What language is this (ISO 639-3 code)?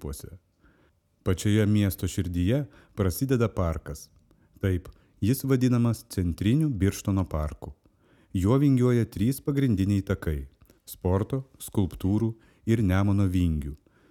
lit